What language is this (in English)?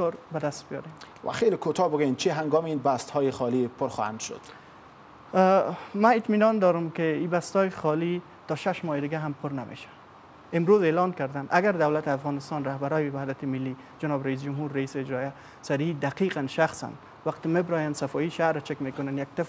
Persian